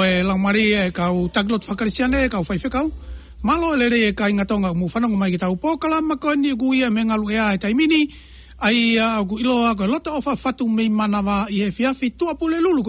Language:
Tongan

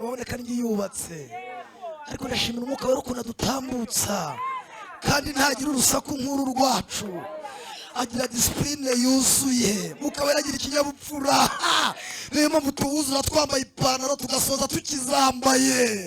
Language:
Kinyarwanda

